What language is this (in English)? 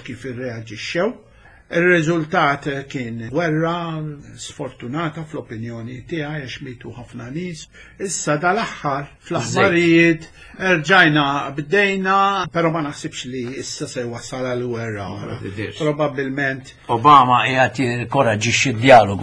Maltese